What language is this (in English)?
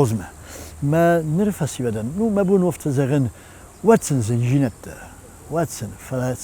Ossetic